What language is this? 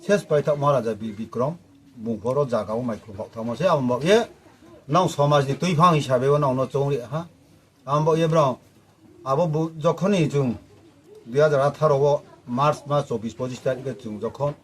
Riang (India)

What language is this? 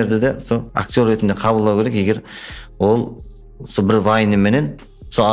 Kara-Kalpak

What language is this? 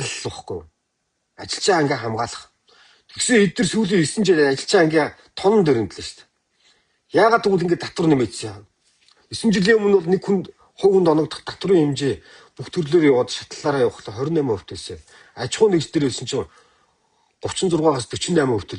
Mongolian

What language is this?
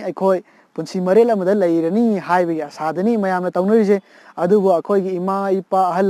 Manipuri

